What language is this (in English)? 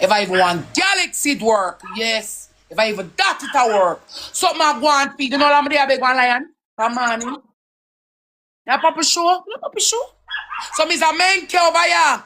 Jamaican Creole English